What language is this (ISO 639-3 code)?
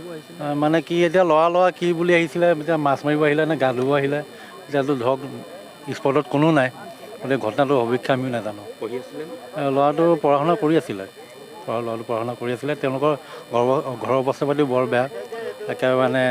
asm